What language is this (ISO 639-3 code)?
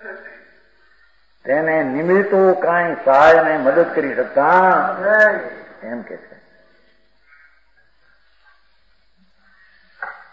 guj